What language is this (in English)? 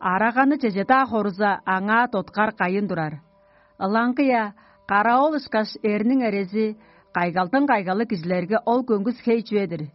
Tuvinian